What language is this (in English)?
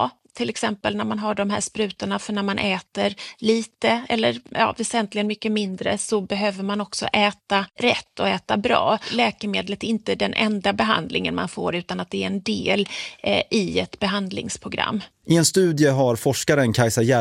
Swedish